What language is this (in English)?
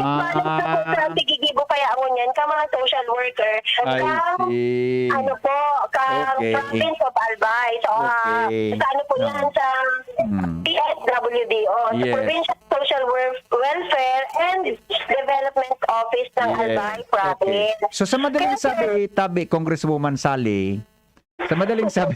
Bikol